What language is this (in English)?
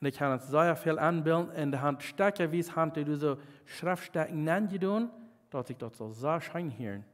Plautdietsch